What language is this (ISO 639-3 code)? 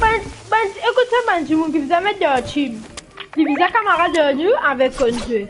mfe